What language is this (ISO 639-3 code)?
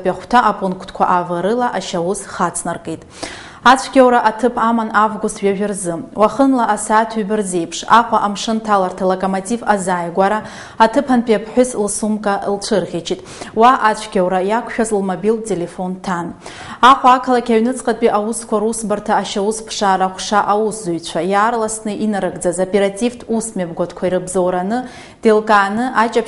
abk